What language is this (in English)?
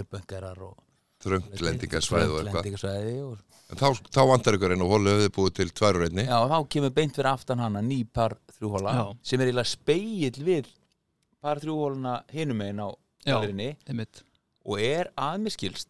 Icelandic